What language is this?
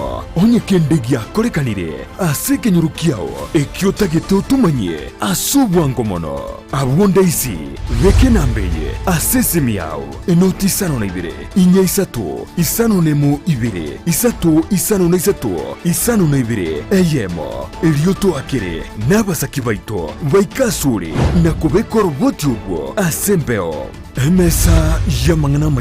Gusii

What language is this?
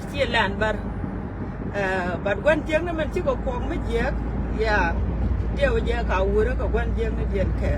Nuer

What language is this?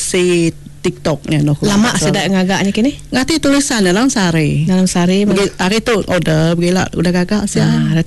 Iban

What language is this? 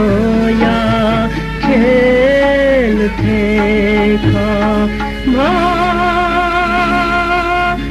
Newari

